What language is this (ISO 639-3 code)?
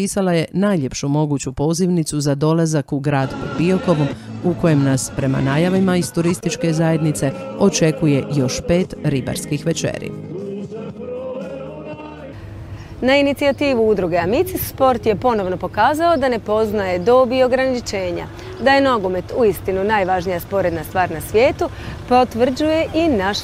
hrv